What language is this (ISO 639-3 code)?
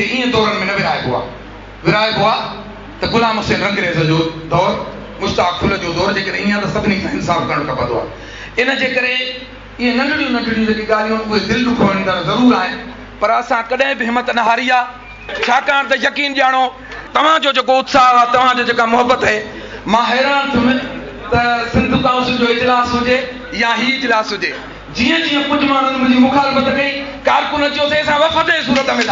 snd